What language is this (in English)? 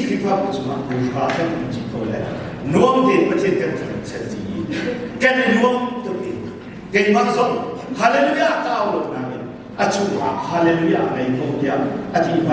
Hakha Chin